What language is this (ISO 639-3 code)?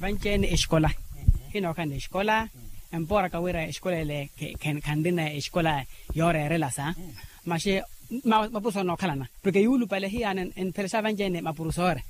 vmw